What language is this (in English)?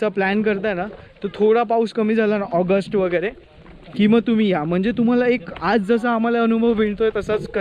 Marathi